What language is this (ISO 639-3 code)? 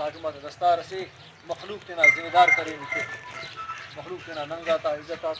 brh